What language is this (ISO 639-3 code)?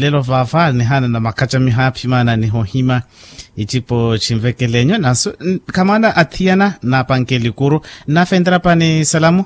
vmw